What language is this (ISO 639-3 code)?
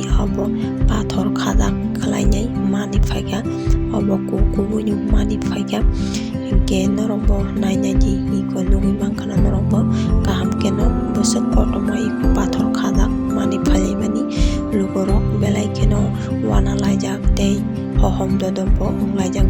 trp